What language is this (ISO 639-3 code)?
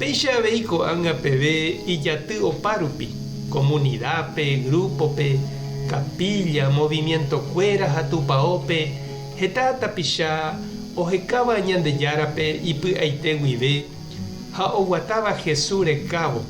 grn